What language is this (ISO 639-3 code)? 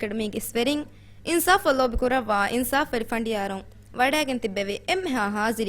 div